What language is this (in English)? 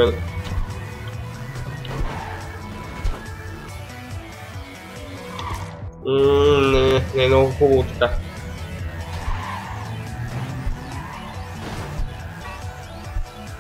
Bulgarian